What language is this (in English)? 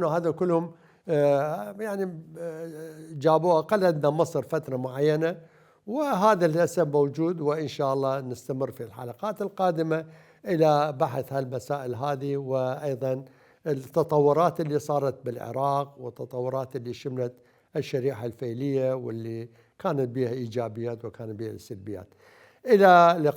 Mesopotamian Arabic